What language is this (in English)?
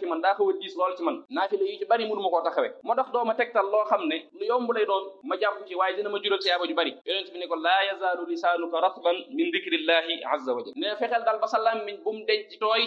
Wolof